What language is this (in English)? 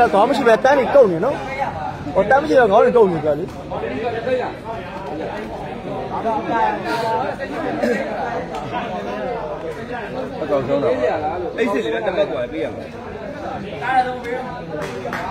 Burmese